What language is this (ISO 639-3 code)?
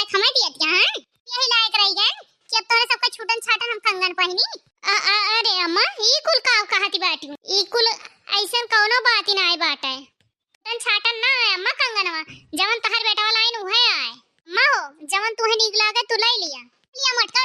awa